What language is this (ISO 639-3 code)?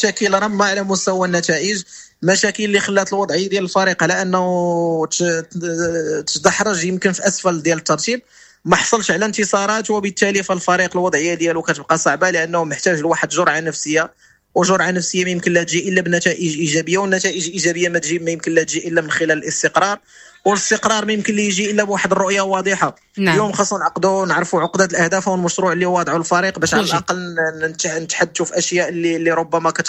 ary